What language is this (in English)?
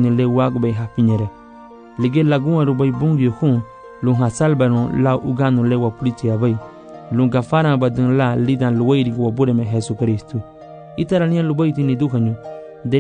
Garifuna